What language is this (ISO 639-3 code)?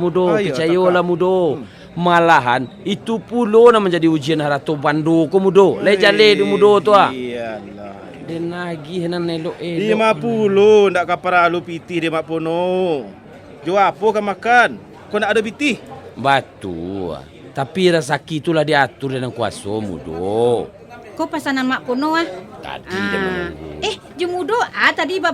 min